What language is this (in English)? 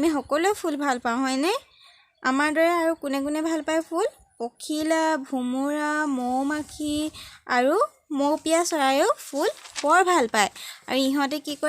Assamese